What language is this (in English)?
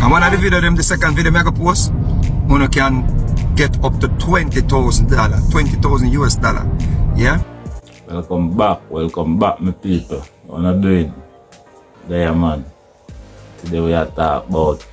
Jamaican Creole English